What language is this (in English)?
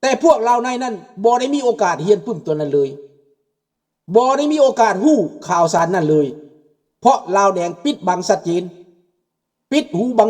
Lao